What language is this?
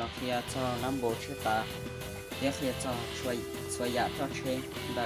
Hmong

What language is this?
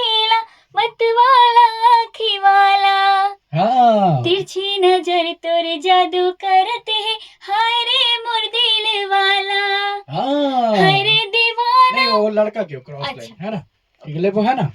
Chhattisgarhi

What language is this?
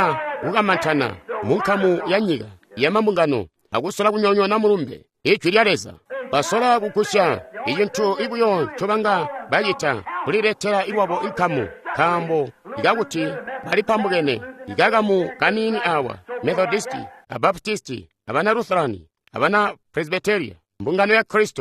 Tonga (Zambia)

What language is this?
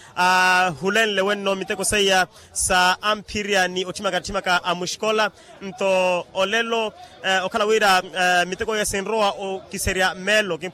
Makhuwa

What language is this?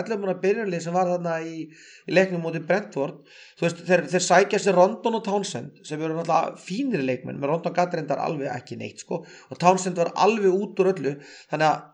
Icelandic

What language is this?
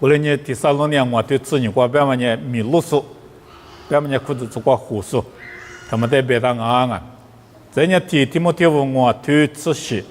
Lisu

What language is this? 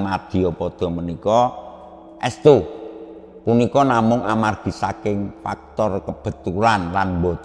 Javanese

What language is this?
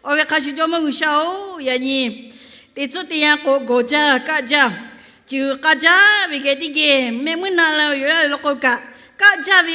Lahu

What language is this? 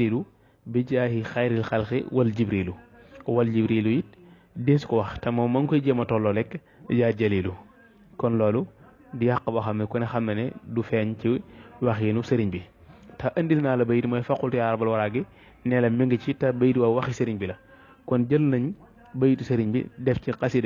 Wolof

